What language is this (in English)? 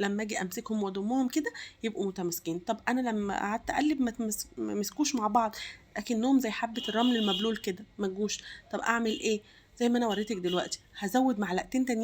Egyptian Arabic